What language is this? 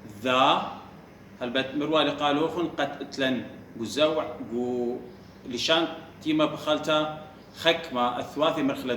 Assyrian Neo-Aramaic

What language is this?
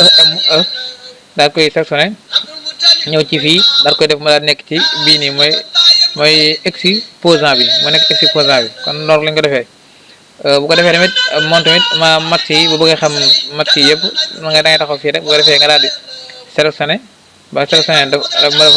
Wolof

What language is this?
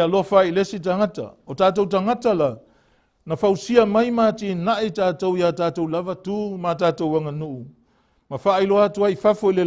Samoan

